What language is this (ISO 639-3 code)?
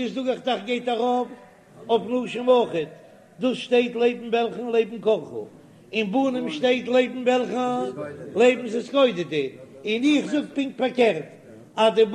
yid